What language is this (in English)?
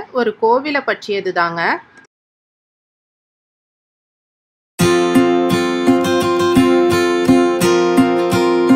Tamil